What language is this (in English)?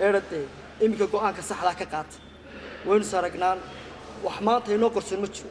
Somali